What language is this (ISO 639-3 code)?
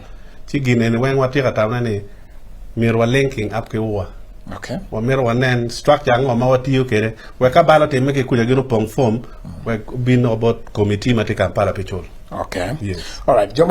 ach